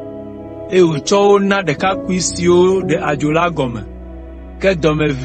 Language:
Ewe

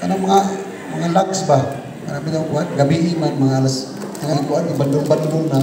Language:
Cebuano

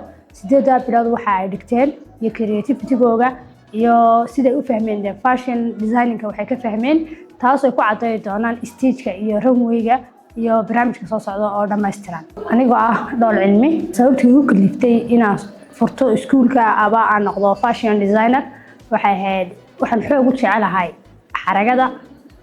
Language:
Somali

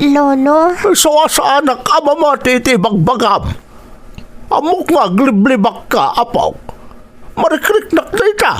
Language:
Iloko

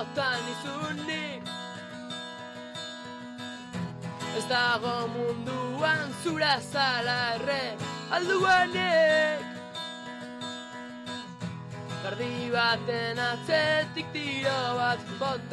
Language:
Basque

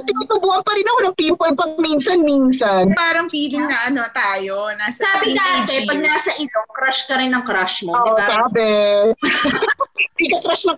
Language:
Filipino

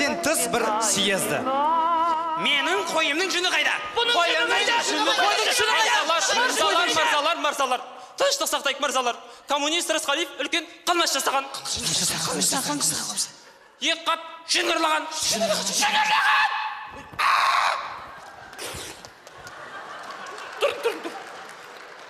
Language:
Kazakh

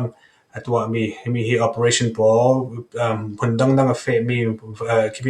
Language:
Falam Chin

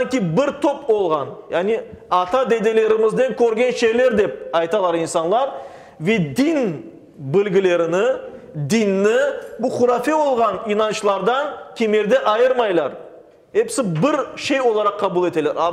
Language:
Crimean Tatar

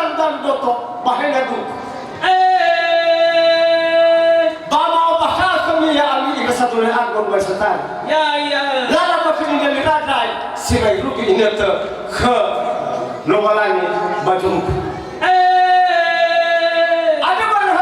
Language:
Nias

